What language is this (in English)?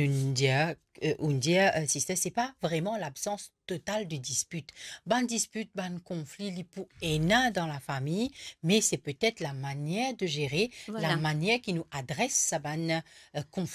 Morisyen